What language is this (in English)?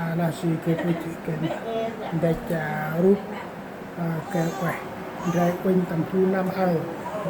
Central Mnong